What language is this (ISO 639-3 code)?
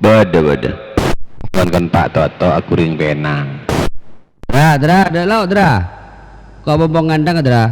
mad